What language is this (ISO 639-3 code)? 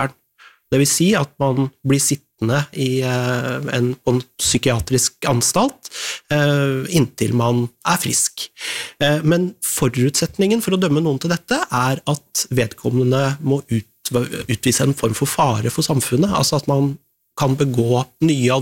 nor